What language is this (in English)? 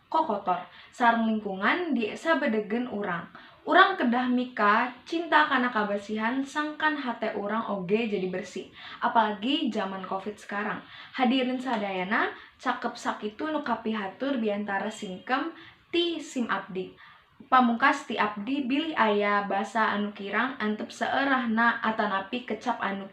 Sundanese